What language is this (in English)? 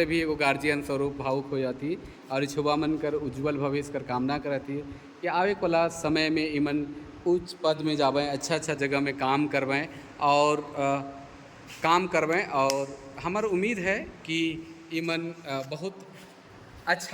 Sadri